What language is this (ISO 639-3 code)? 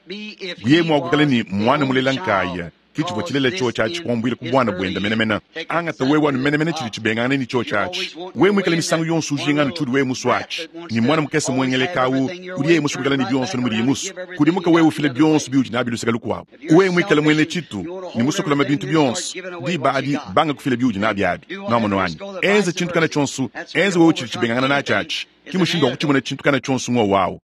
lua